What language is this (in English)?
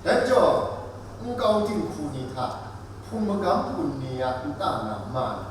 Kachin